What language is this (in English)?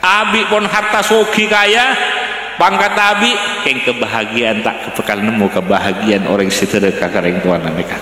Madurese